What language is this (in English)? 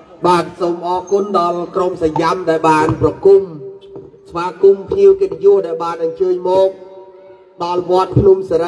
Vietnamese